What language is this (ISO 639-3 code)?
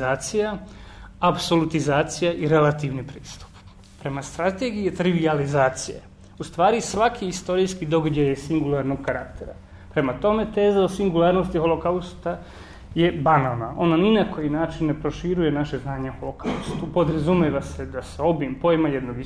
srp